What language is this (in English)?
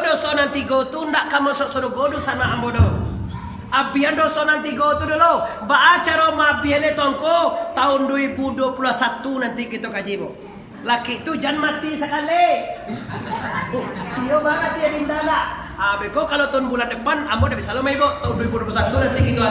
Minangkabau